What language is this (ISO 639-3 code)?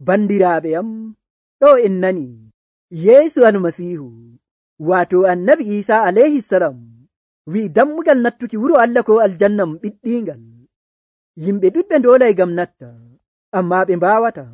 fuv